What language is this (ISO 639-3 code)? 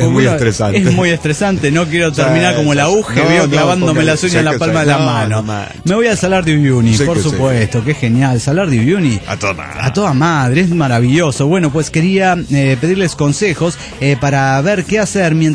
spa